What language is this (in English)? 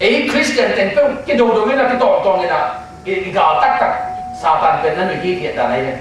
Tedim Chin